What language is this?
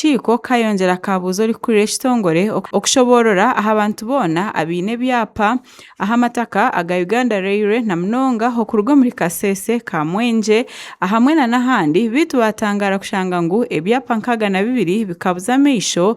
Nyankole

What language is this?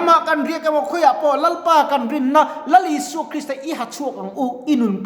Mizo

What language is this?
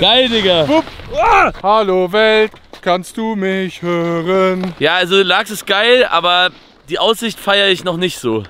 Swiss German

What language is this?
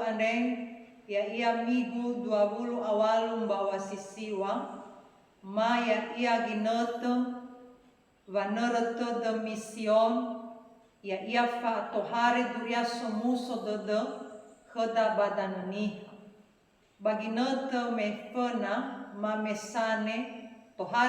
Nias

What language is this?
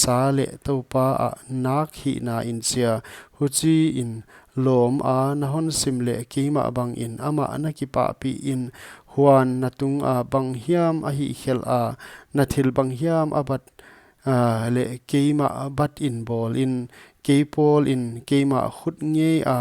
Paite Chin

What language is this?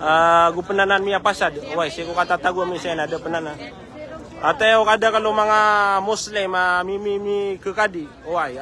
Maranao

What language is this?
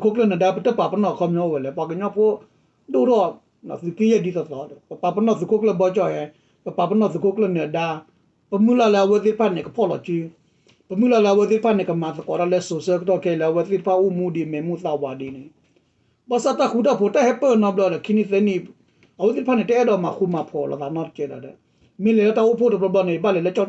S'gaw Karen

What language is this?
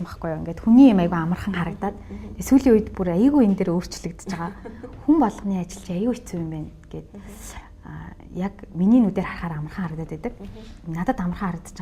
Mongolian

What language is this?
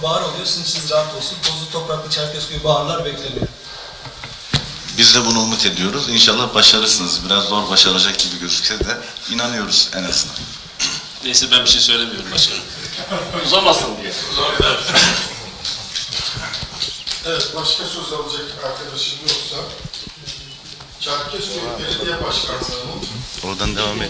Turkish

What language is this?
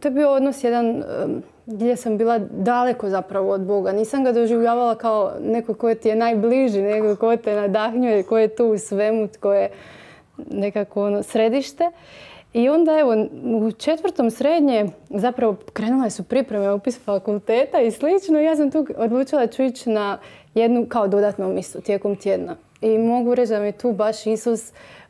Croatian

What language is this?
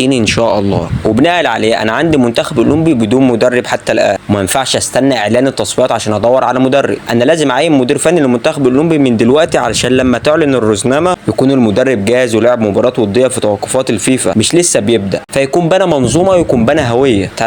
Egyptian Arabic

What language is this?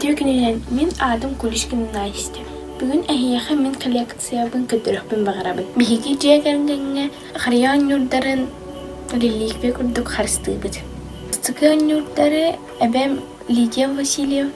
Yakut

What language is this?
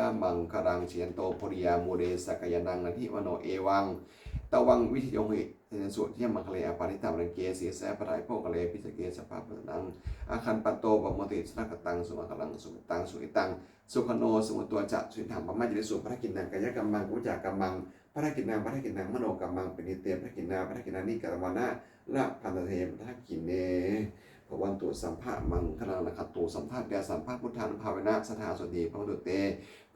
Pali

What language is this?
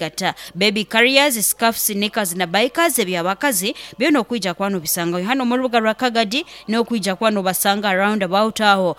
Nyoro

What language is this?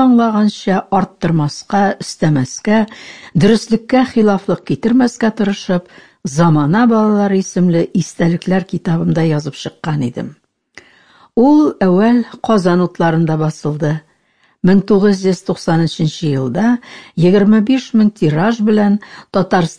Tatar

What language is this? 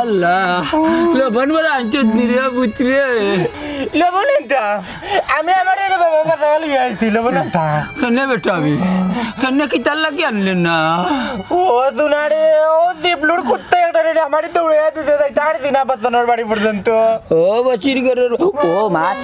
Sylheti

